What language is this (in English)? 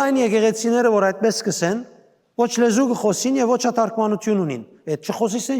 Western Armenian